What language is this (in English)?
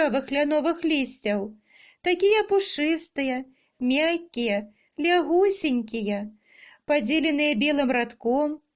Belarusian